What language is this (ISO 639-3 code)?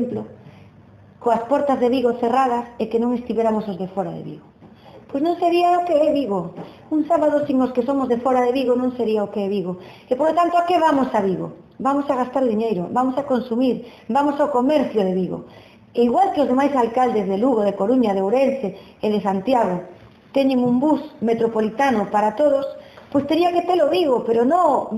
glg